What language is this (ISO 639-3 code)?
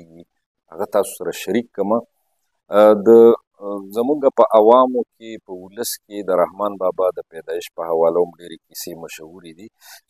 pus